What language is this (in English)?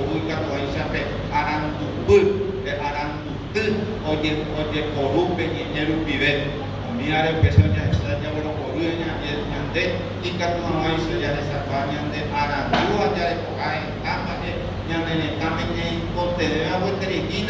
Guarani